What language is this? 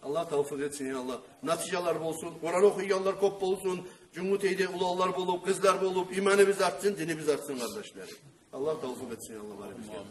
Kumyk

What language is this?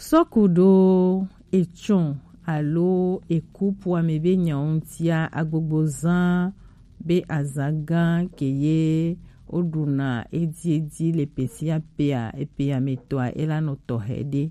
Gen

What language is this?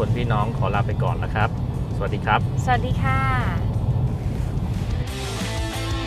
Thai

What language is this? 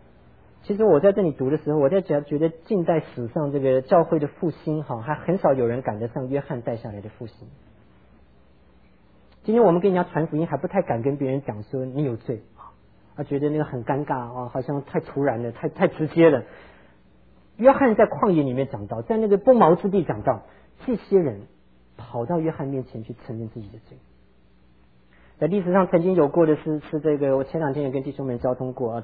Chinese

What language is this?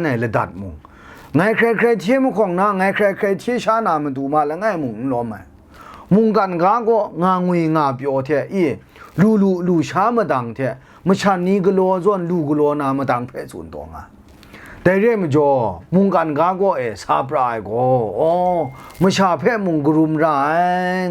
Kachin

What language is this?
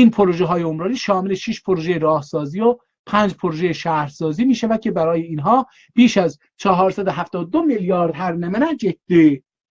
South Azerbaijani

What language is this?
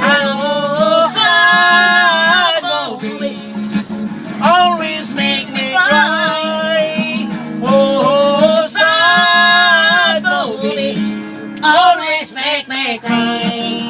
Cebuano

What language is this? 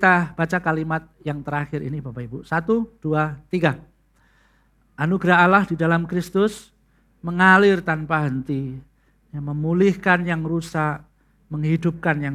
Indonesian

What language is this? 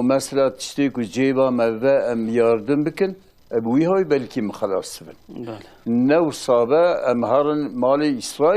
Kurdish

